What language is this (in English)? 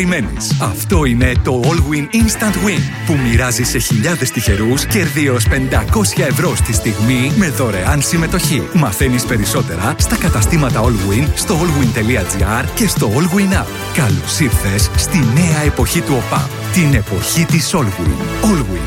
Greek